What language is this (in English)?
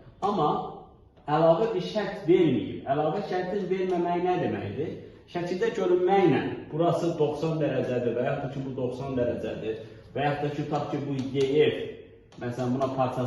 Azerbaijani